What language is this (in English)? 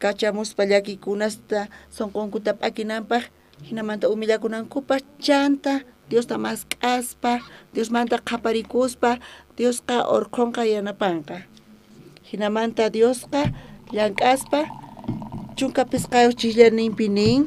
South Bolivian Quechua